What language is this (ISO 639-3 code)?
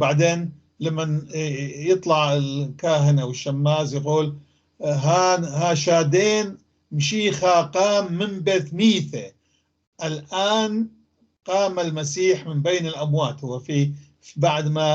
apc